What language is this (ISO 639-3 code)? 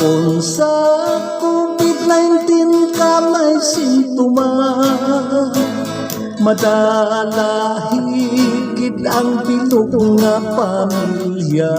hil